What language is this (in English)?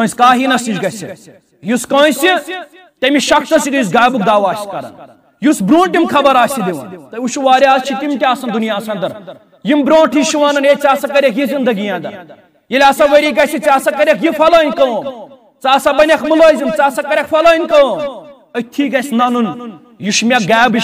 Kashmiri